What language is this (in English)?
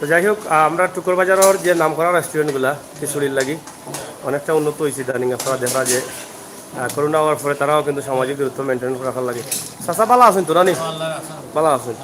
Sylheti